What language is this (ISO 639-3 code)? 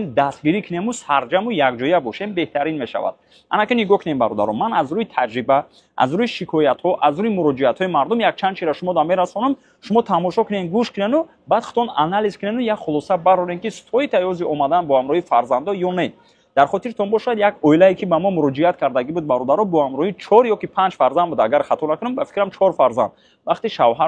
tgk